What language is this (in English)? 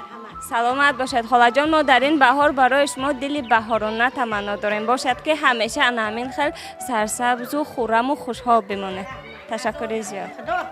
Tajik